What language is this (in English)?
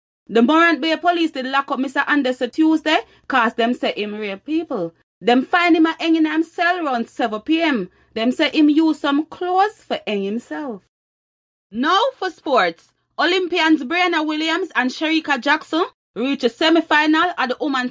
Jamaican Creole English